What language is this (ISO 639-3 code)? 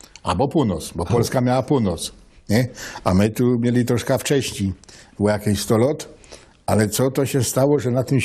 szl